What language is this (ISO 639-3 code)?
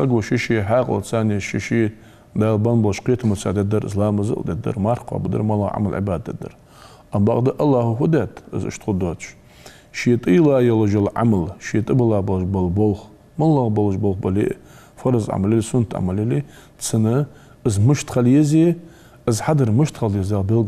inh